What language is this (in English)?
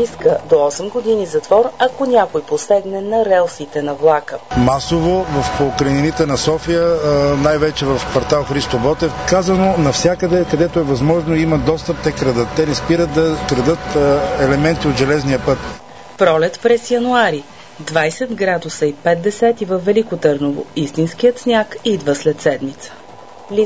Bulgarian